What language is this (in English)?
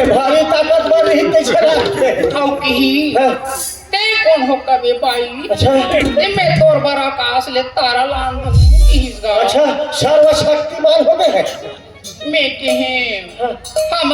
Chhattisgarhi